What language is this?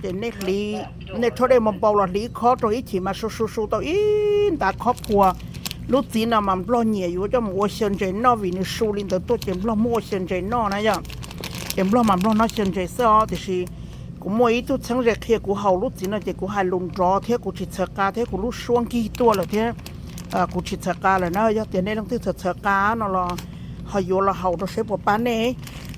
Hmong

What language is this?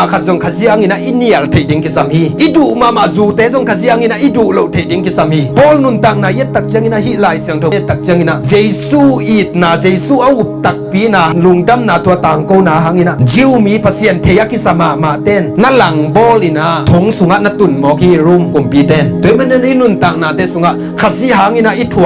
Tedim Chin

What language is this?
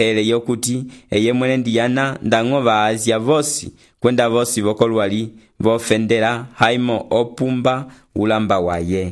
Umbundu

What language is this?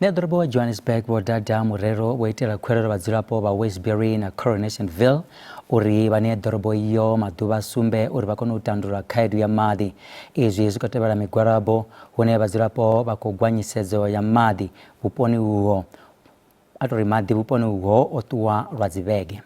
Venda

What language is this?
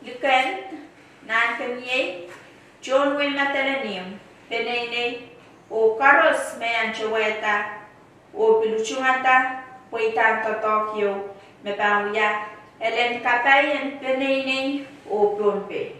Pohnpeian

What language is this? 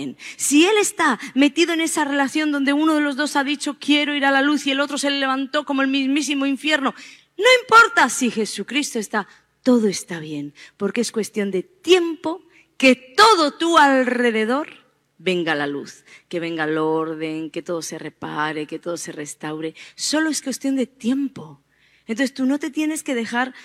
Spanish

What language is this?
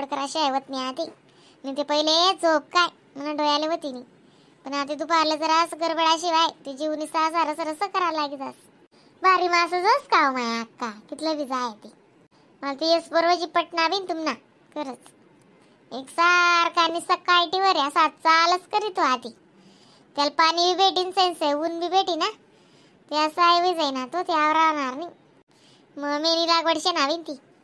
Khandesi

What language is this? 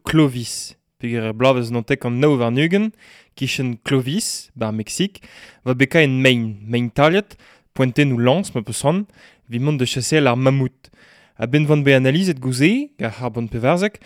Breton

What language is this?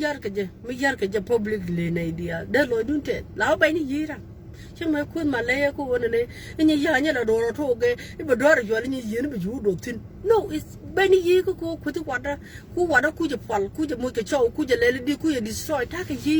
Nuer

